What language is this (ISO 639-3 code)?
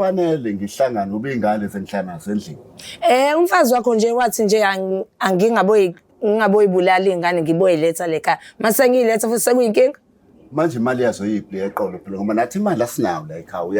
zul